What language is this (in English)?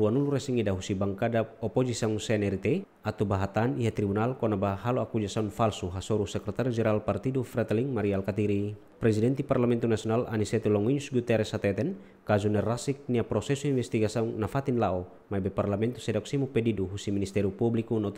Tetum